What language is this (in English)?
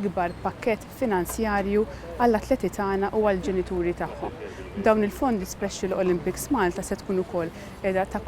Maltese